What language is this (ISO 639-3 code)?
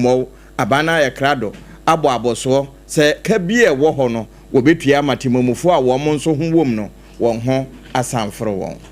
aka